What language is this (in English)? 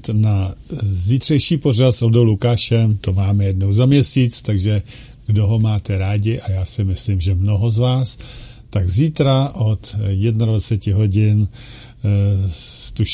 Czech